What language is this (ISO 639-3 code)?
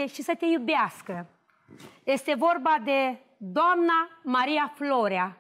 ron